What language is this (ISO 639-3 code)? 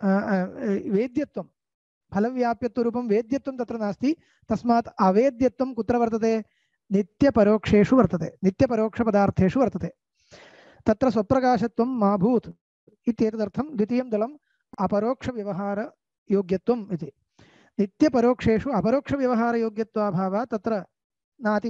san